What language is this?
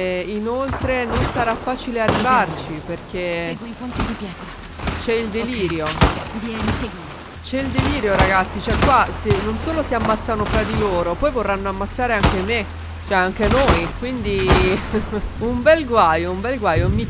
Italian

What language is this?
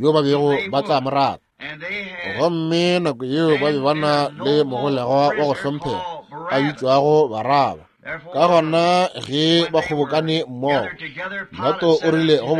Northern Sotho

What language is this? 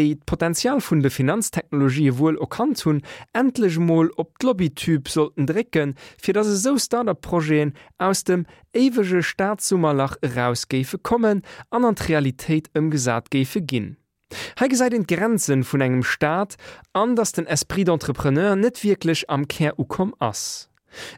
Luxembourgish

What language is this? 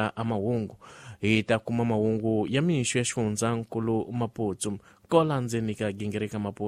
Tsonga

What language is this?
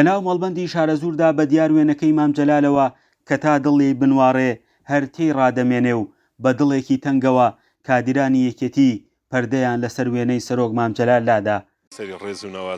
Central Kurdish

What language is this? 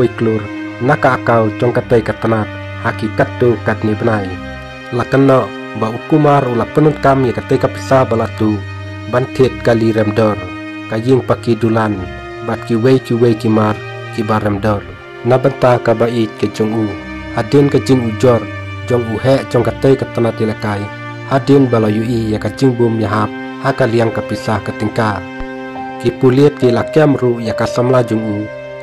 Khasi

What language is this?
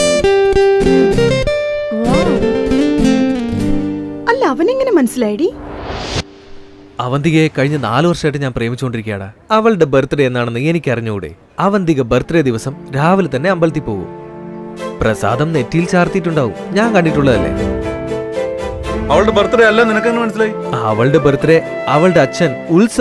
Malayalam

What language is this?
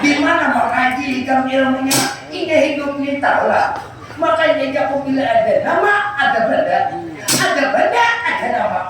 Banjar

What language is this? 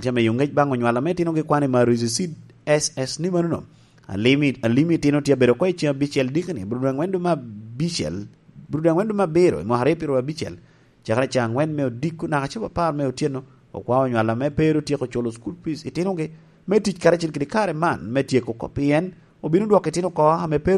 Lango (Uganda)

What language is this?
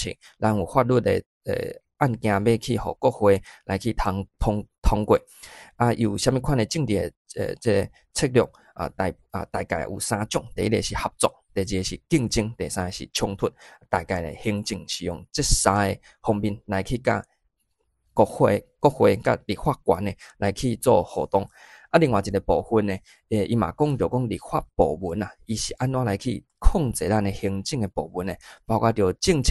Min Nan Chinese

